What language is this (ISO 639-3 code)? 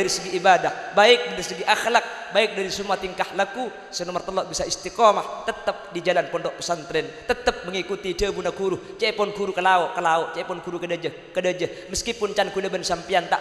mad